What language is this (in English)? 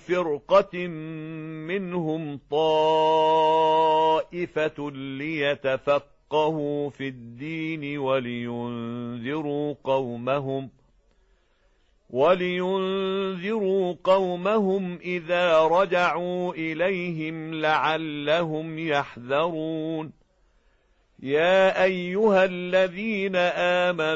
Arabic